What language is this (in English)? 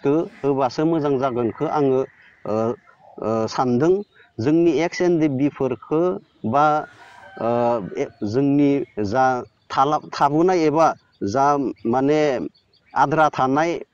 Bodo